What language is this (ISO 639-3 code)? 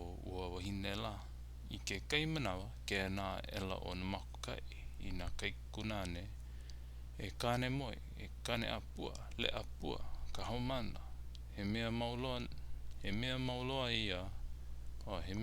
haw